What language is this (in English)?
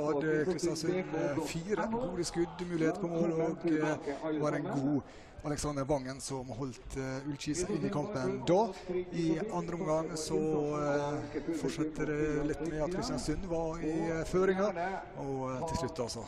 Norwegian